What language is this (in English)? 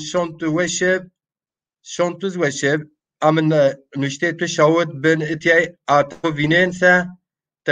Zaza